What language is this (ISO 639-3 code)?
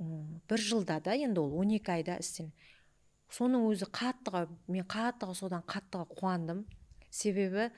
kaa